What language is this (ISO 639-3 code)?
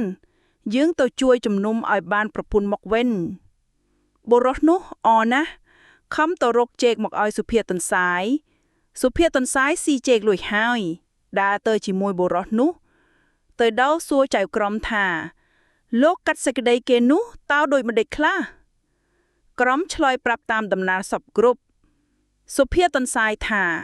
khm